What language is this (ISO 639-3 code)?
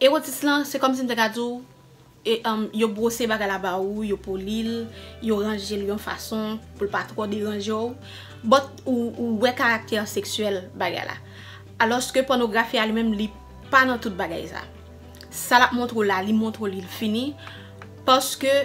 hat